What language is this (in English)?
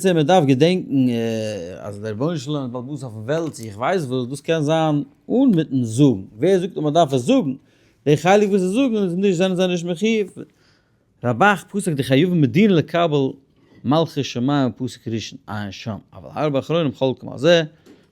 Yiddish